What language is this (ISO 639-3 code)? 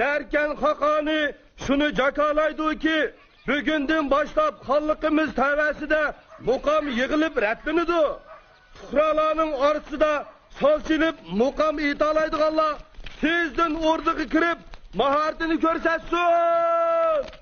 uig